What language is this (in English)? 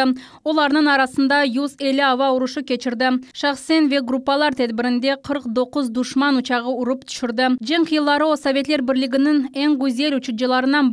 Crimean Tatar